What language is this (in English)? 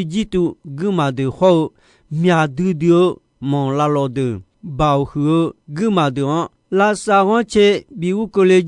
Akha